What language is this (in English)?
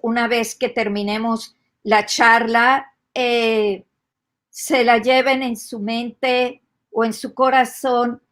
Ladino